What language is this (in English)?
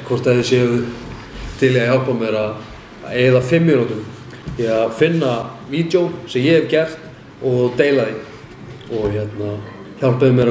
Icelandic